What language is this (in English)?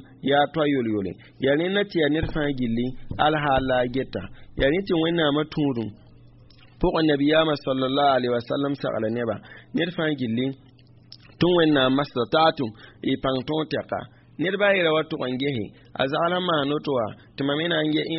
Mossi